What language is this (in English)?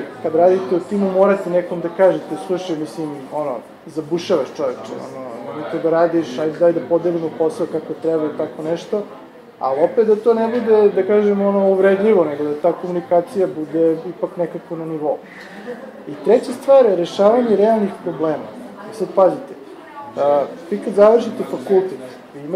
Serbian